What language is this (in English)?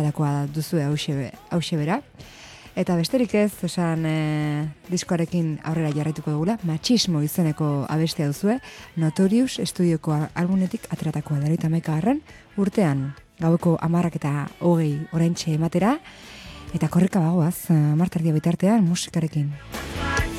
Basque